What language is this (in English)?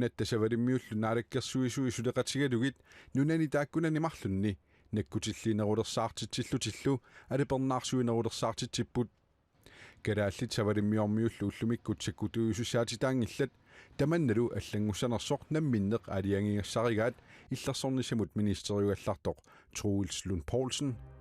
Kalaallisut